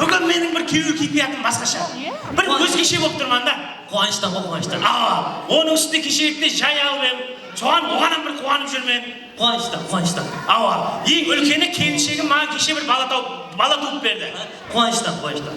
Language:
Kara-Kalpak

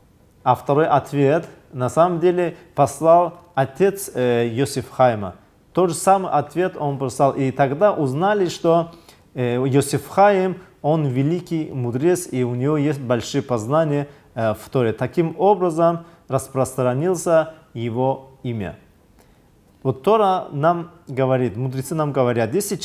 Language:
Russian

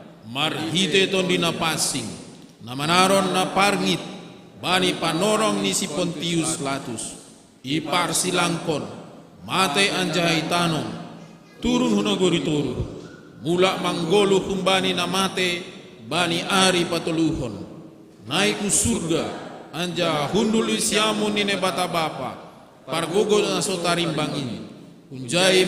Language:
Batak Simalungun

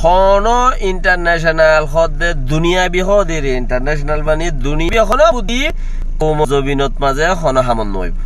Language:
Rohingya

